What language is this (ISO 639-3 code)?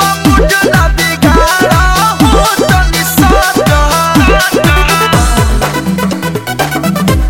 bho